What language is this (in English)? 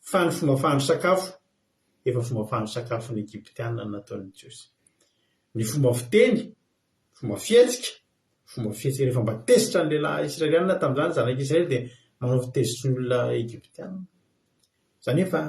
Malagasy